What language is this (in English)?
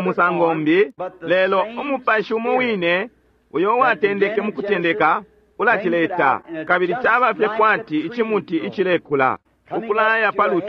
Bemba